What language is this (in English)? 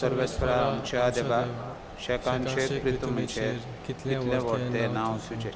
Konkani